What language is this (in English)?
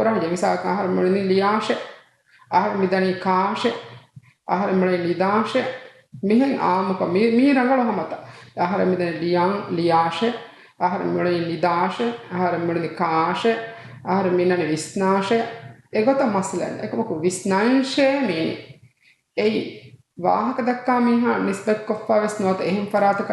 Divehi